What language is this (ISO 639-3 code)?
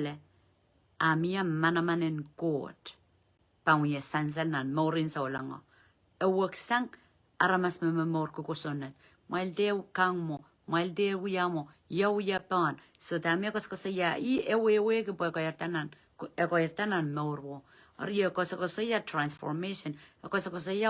pon